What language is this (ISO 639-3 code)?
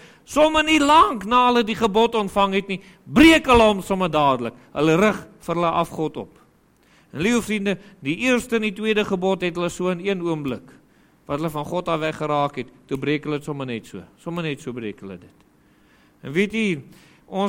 afr